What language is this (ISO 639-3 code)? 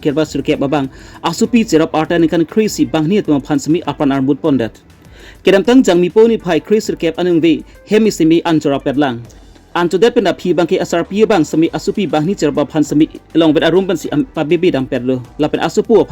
mjw